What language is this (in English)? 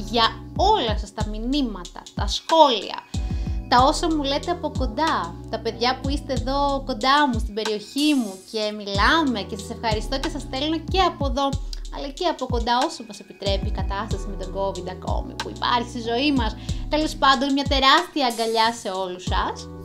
Greek